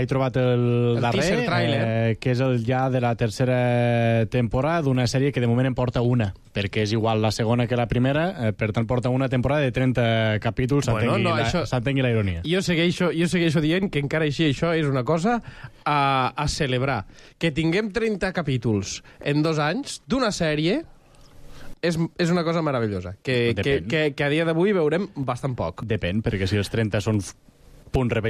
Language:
Catalan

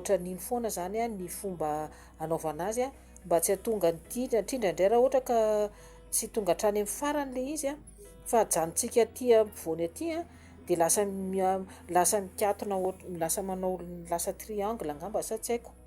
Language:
Malagasy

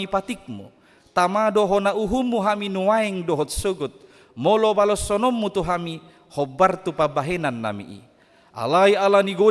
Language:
Batak Toba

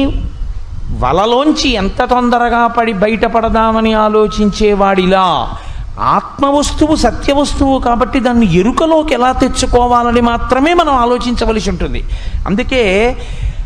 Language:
Telugu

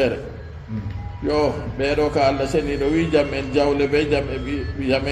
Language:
Fula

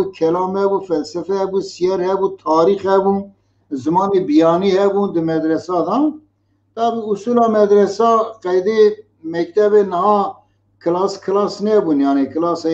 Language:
Kurdish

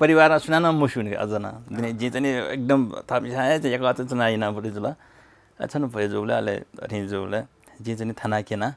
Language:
Newari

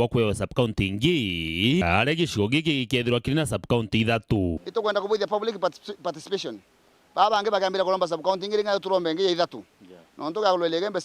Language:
Meru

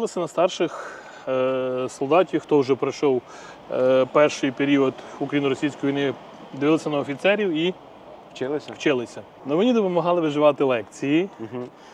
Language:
Ukrainian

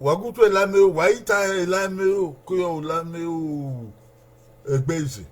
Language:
Bini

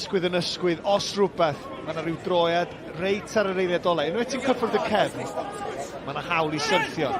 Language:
Welsh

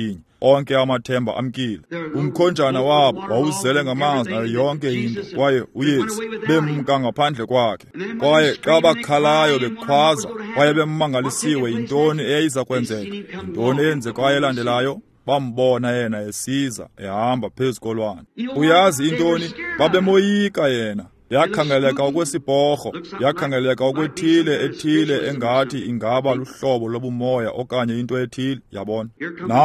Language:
Xhosa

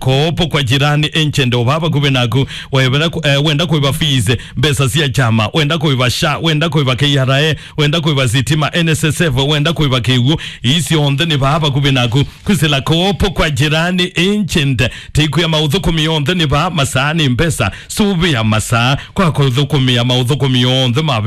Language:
Kamba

